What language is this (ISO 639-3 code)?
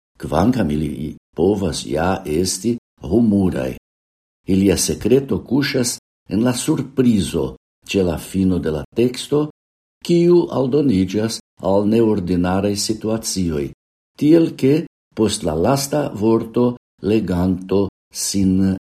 epo